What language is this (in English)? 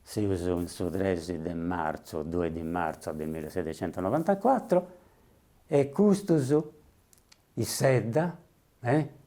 Sardinian